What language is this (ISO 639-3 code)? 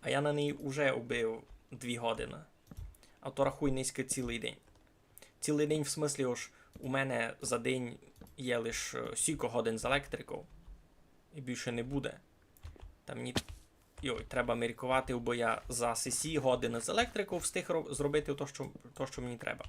rue